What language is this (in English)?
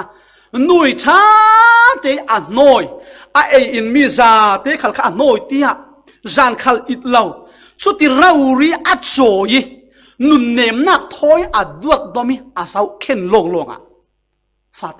Falam Chin